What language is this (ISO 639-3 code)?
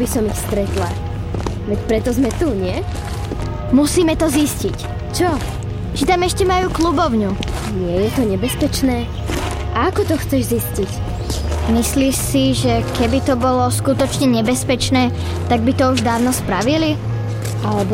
slk